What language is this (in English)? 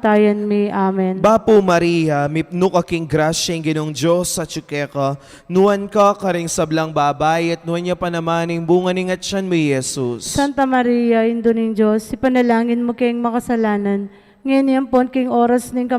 Pampanga